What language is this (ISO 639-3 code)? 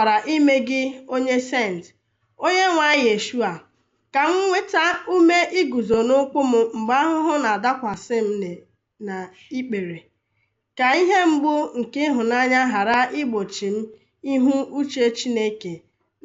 ibo